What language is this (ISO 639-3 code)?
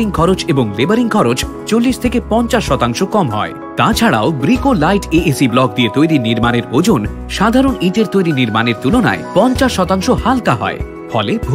ben